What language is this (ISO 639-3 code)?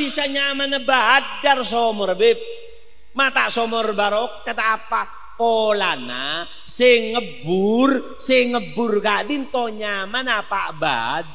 mad